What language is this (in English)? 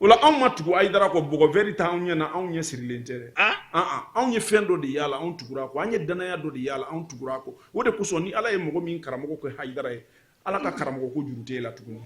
Bambara